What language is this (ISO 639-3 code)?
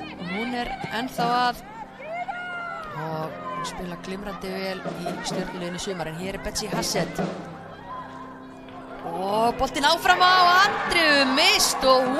isl